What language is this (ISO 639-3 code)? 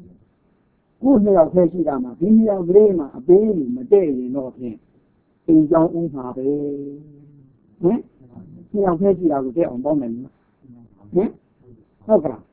mya